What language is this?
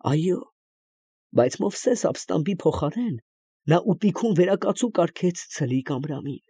Armenian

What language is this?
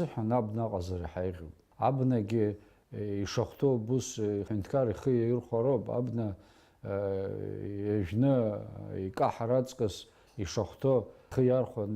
Abkhazian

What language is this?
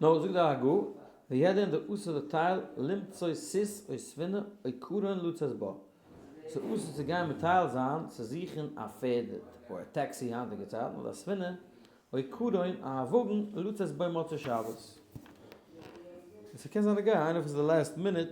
Yiddish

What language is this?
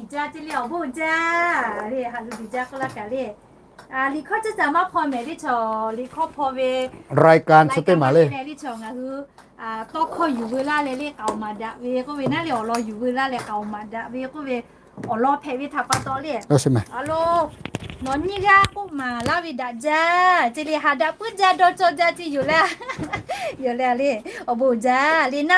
Lahu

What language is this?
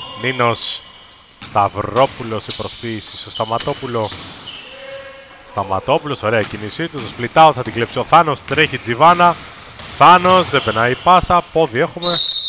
Greek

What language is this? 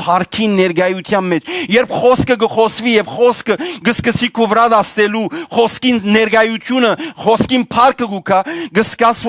Western Armenian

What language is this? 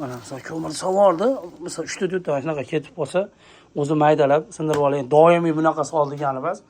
Uzbek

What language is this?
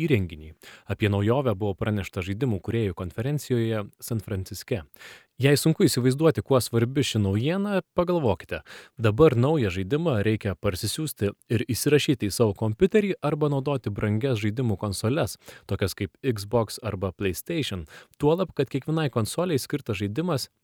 Lithuanian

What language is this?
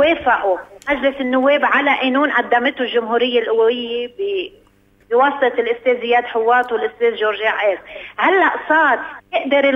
North Levantine Arabic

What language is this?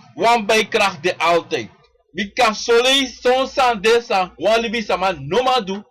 Sranan Tongo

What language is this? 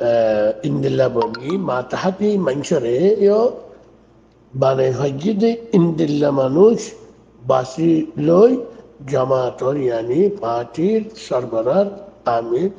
Rohingya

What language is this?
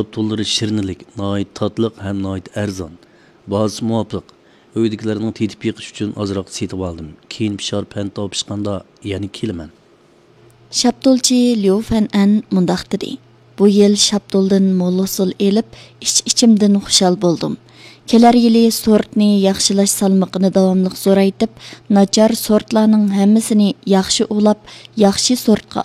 Uyghur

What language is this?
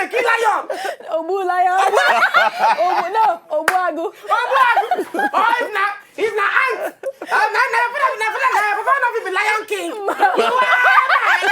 Nigerian Pidgin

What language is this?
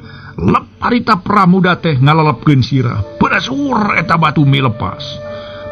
Sundanese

